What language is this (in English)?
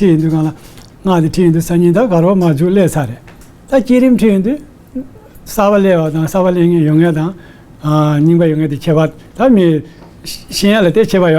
Tibetan